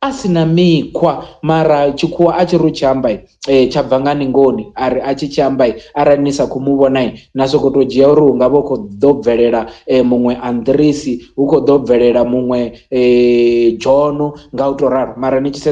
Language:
Venda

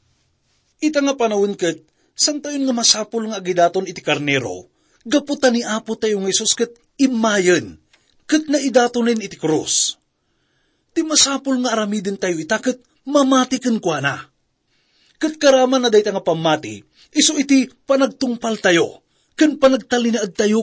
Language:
Iloko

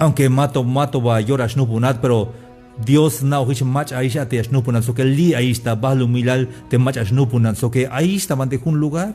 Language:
Tzeltal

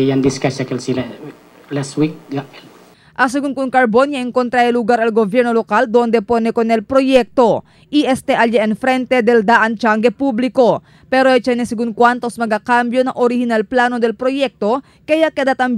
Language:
Chavacano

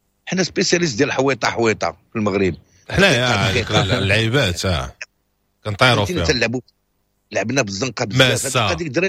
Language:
Moroccan Arabic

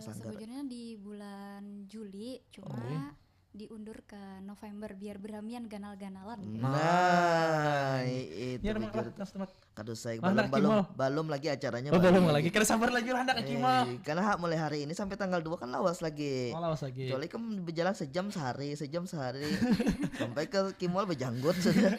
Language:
Banjar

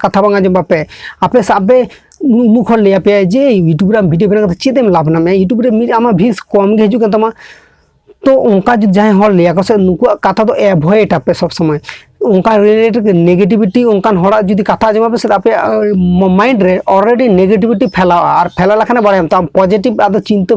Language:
Santali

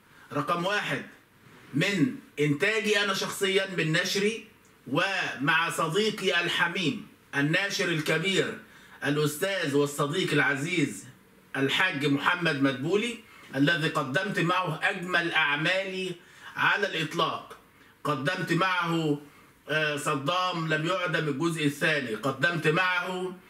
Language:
Egyptian Arabic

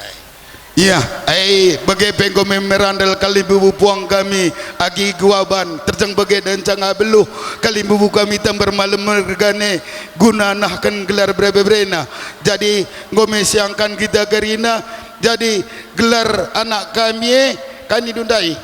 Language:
Batak Karo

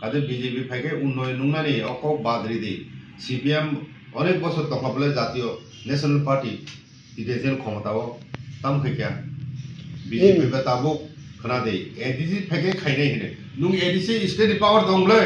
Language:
Kok Borok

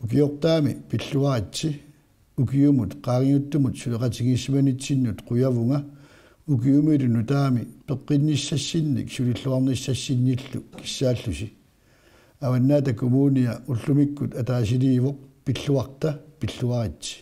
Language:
Kalaallisut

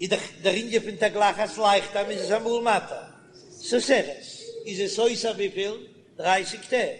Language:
Yiddish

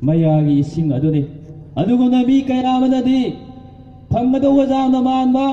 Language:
Manipuri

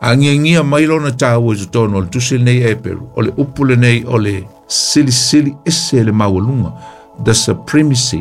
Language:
Samoan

